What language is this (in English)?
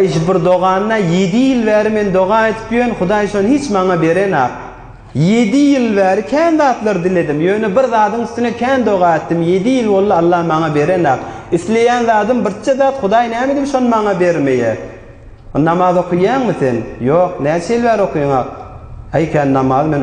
Turkmen